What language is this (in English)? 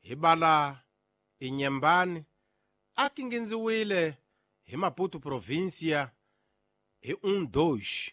Tsonga